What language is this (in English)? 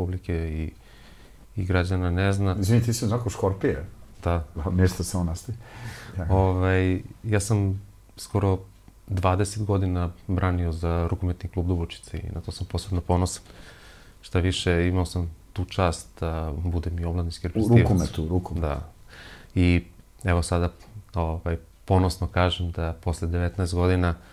Serbian